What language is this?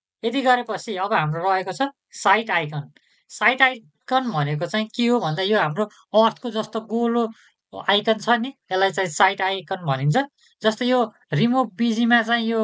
Nepali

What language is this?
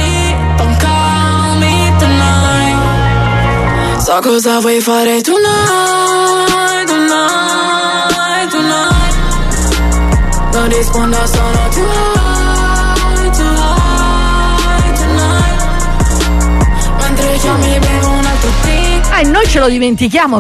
Italian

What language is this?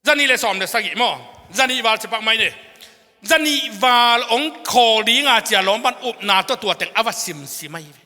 Tedim Chin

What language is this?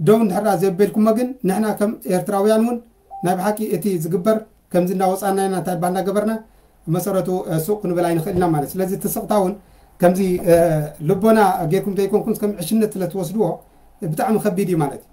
Tigrinya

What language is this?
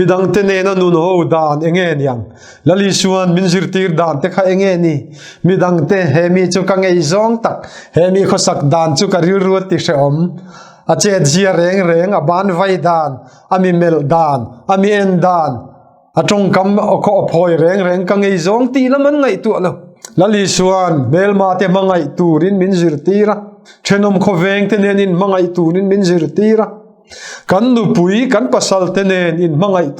Mizo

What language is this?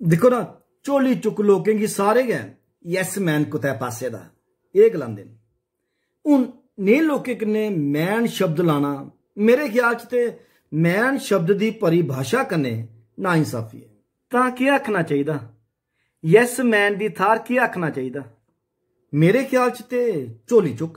Dogri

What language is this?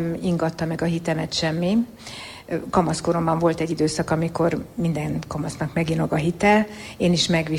Hungarian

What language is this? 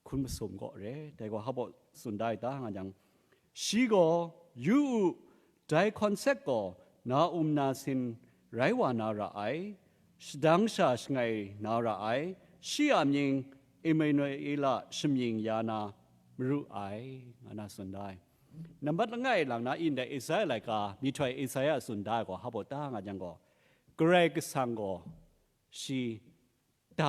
Kachin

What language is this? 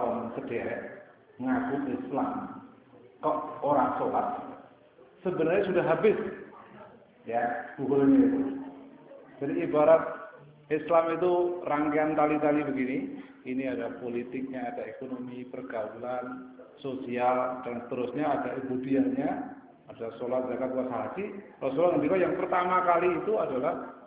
Indonesian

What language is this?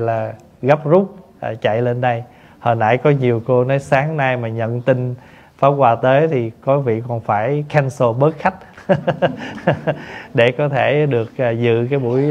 Vietnamese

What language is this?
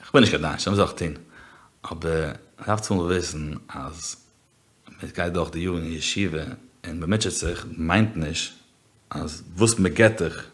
Yiddish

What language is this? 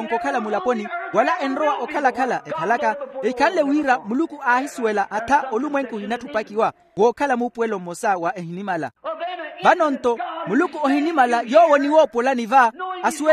Makhuwa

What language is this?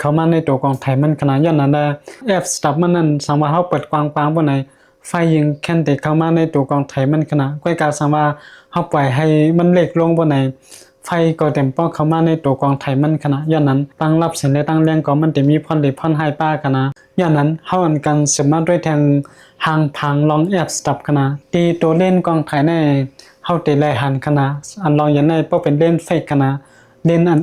Shan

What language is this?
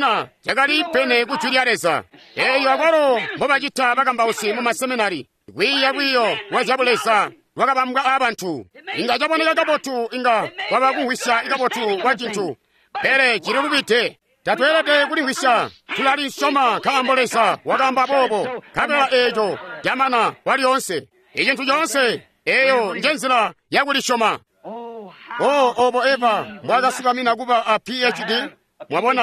Tonga (Zambia)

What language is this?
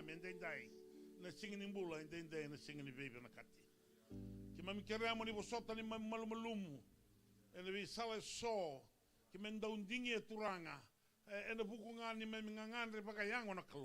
Fijian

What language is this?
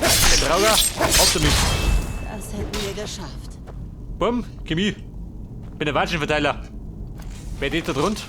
Bavarian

